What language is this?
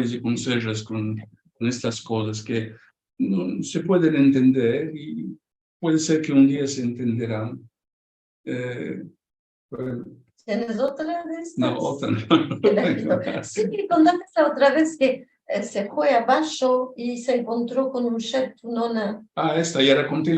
Ladino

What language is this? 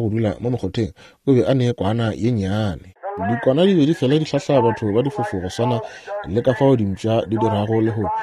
Northern Sotho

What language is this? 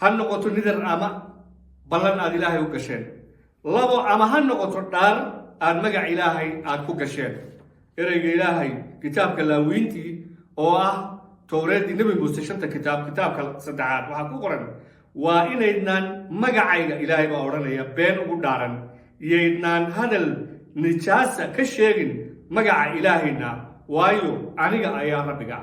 Somali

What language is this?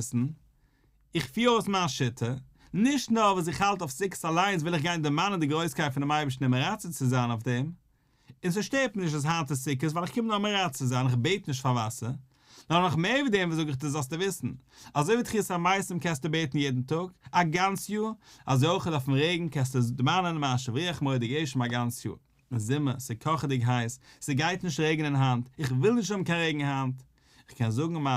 Yiddish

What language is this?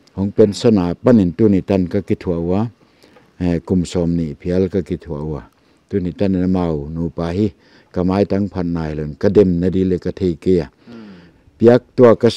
Paite Chin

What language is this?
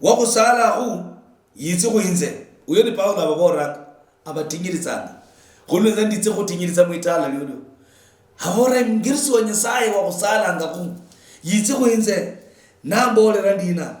Luyia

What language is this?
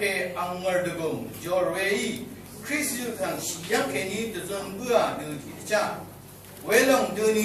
Rawang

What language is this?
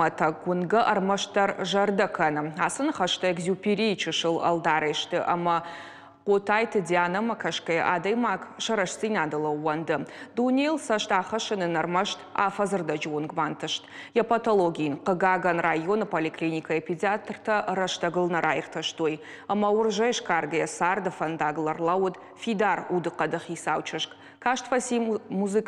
Ossetic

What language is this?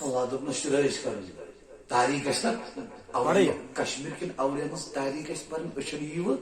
Kashmiri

